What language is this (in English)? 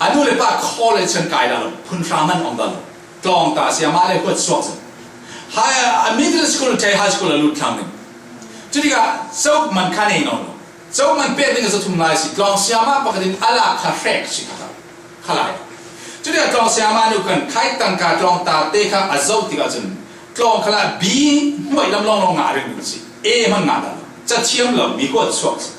Falam Chin